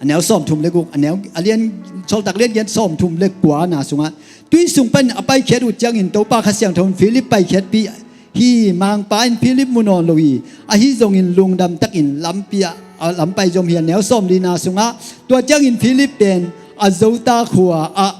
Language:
Tedim Chin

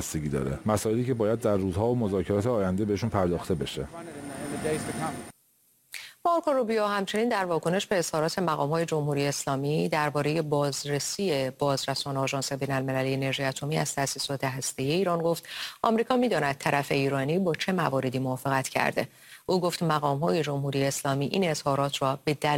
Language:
Persian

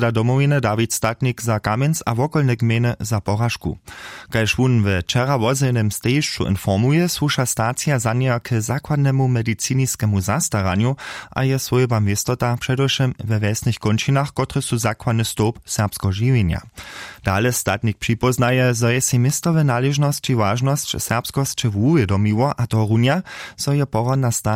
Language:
Upper Sorbian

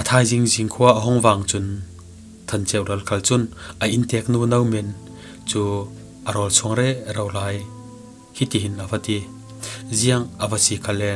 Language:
Falam Chin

